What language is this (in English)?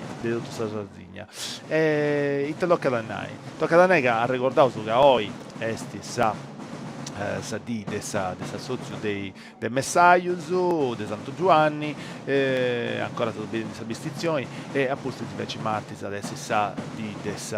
Sardinian